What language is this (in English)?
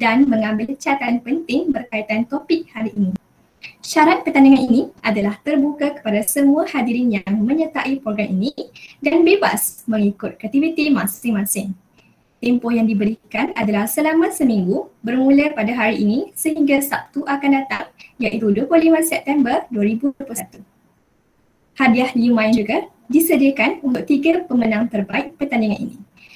Malay